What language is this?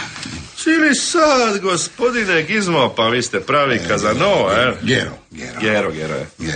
Croatian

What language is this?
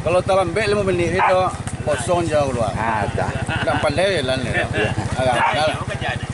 Minangkabau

